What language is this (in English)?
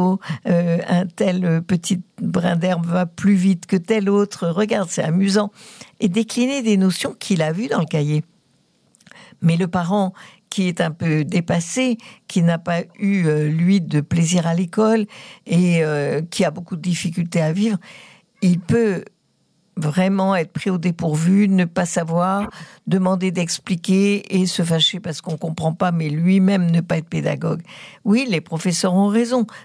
French